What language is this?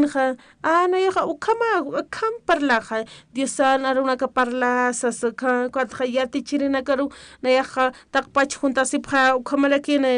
Aymara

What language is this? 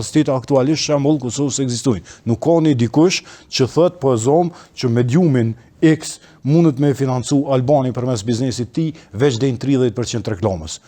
Albanian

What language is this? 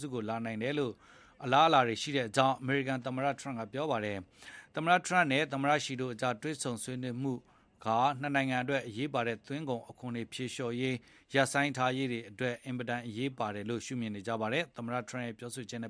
Burmese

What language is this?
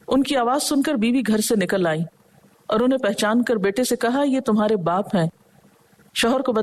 Urdu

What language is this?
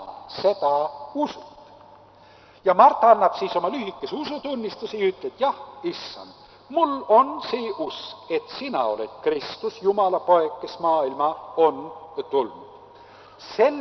Estonian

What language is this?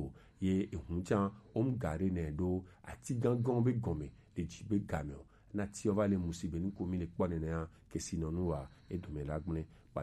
Gen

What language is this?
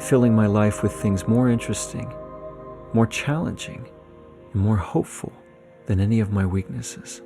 Tahitian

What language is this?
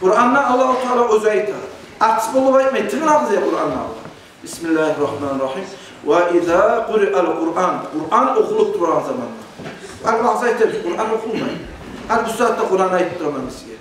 Kumyk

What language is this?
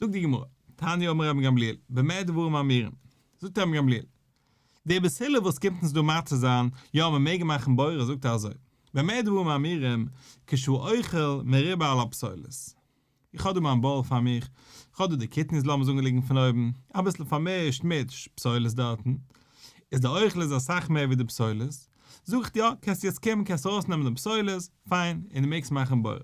Yiddish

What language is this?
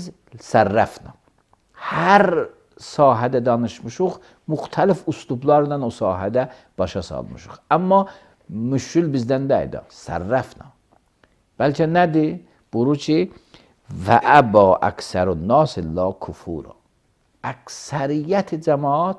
Azerbaijani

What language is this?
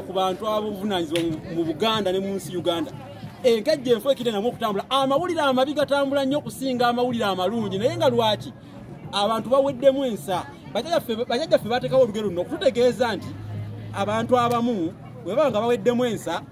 Ganda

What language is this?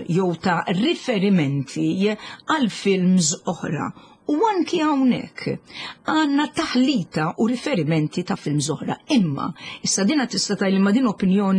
Maltese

